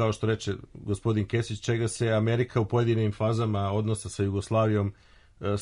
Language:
Serbian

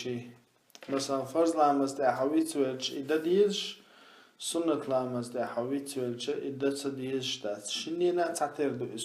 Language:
Chechen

